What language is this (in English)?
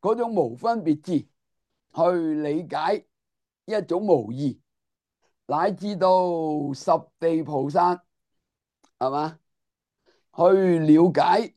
Cantonese